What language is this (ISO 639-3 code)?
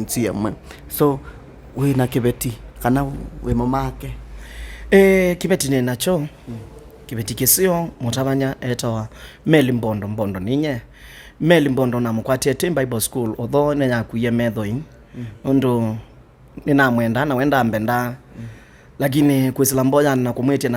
kam